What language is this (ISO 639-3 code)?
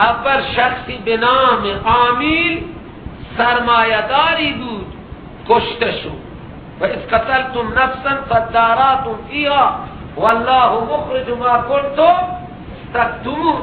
fas